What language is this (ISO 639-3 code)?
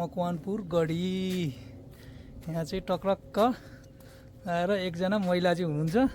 nep